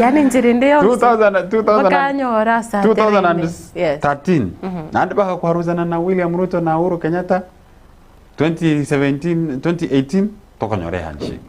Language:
Gusii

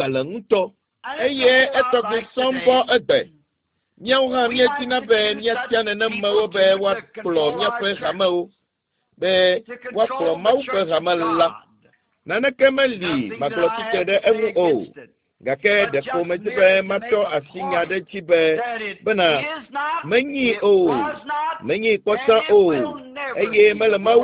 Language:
Ewe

